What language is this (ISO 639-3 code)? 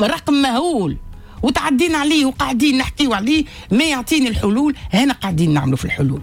aeb